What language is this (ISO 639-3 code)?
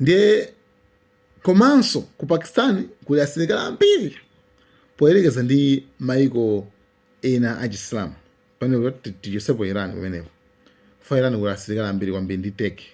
nya